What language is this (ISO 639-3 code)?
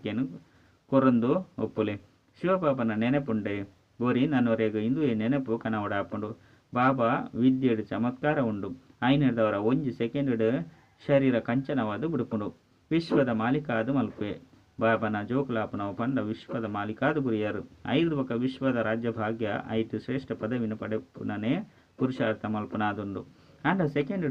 tcy